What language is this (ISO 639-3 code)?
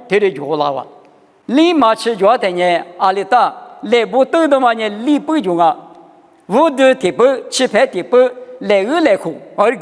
lis